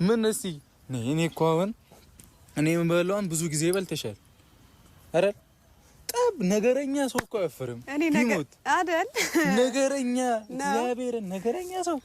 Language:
Amharic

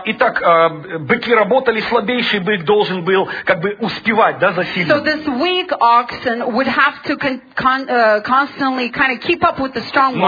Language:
Russian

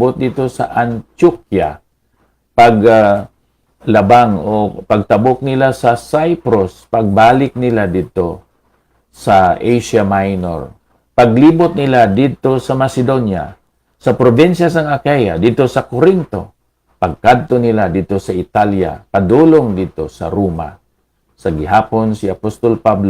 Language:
Hiligaynon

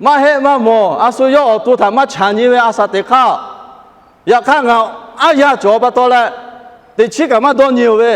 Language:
Lahu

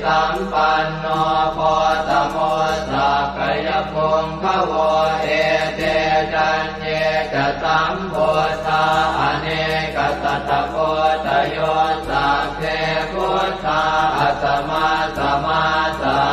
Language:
Pali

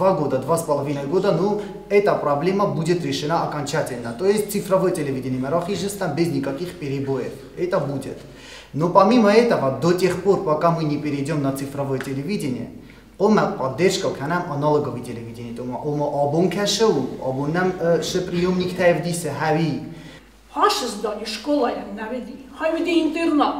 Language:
Ossetic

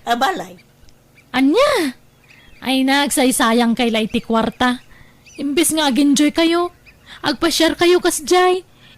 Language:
Iloko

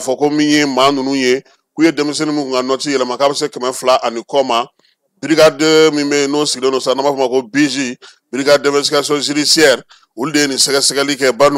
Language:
Bambara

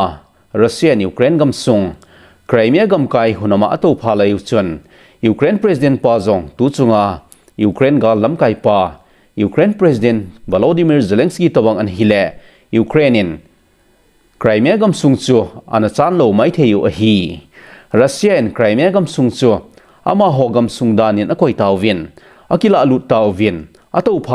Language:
Thado Chin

